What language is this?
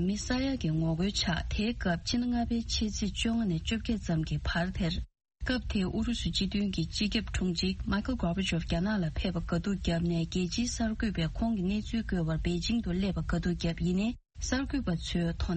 Tibetan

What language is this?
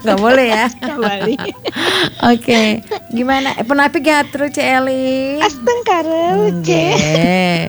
Balinese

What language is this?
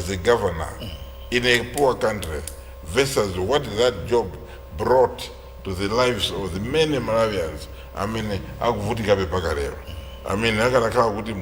Nyanja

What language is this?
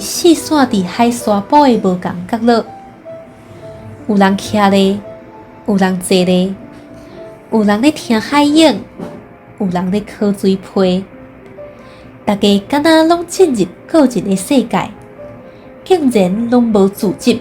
Min Nan Chinese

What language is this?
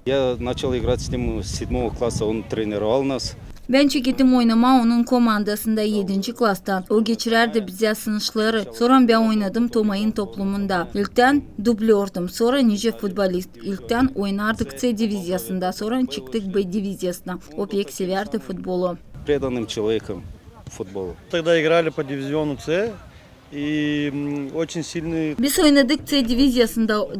Gagauz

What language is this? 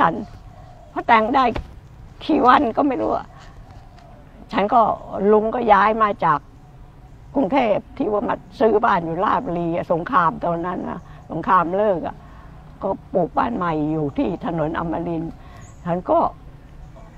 Thai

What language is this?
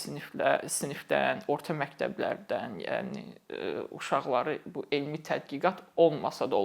Azerbaijani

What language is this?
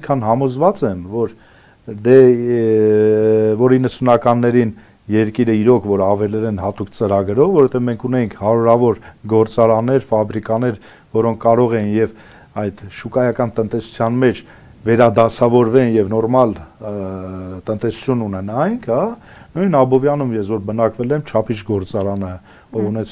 Armenian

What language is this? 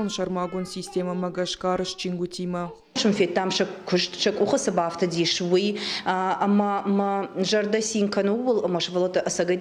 Ossetic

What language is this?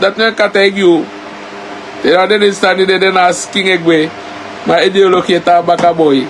Sranan Tongo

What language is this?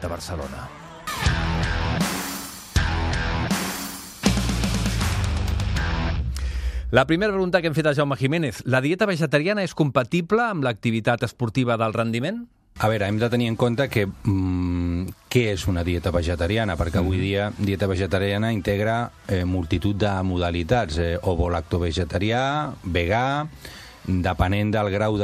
Catalan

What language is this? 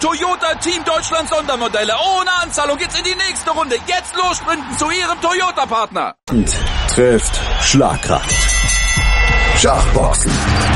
German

